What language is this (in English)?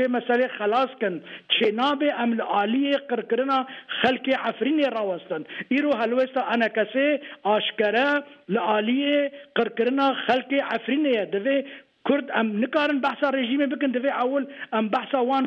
Kurdish